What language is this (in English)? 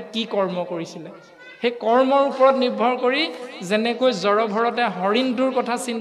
Assamese